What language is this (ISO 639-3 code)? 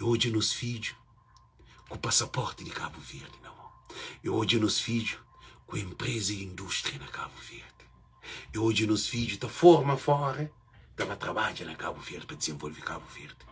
kea